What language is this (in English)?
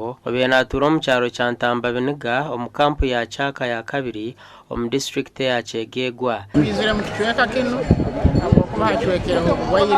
Nyankole